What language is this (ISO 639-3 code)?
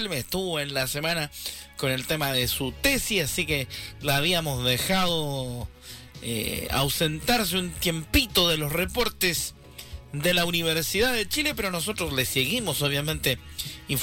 spa